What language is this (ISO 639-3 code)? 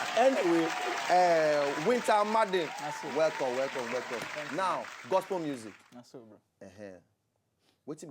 pcm